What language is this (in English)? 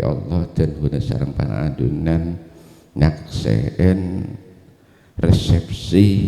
Madurese